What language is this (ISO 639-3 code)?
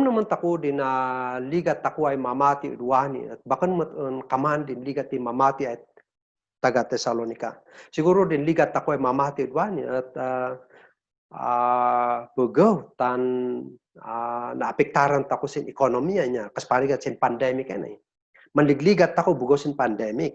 kne